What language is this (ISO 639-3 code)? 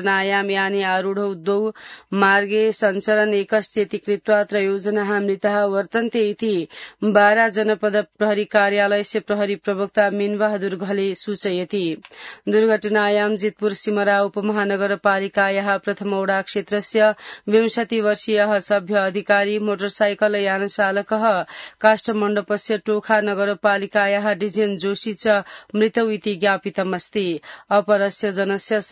san